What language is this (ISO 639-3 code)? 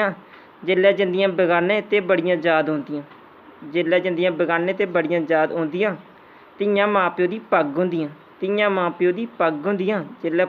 doi